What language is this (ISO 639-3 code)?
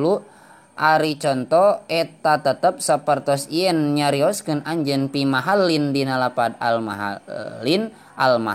sun